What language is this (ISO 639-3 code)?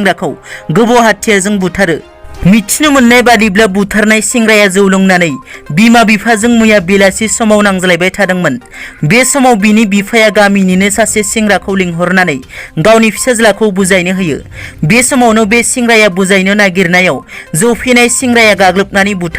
brx